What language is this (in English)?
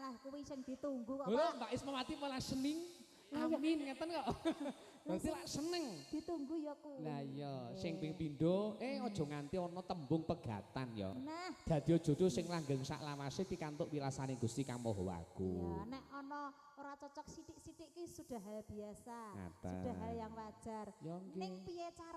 Javanese